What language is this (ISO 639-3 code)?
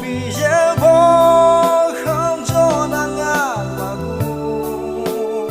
ahk